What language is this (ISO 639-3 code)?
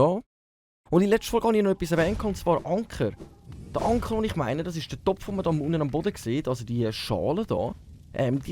gsw